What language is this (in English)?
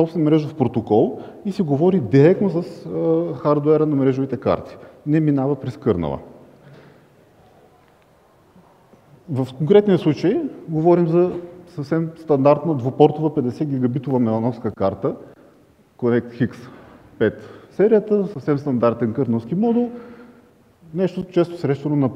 Bulgarian